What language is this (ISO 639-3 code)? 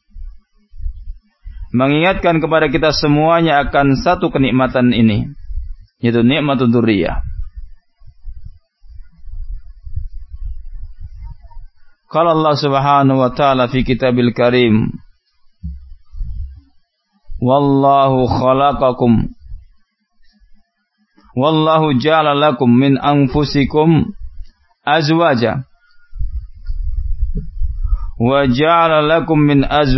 ind